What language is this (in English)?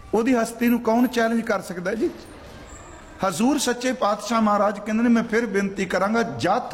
Punjabi